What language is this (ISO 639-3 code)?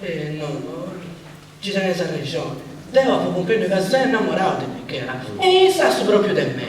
srd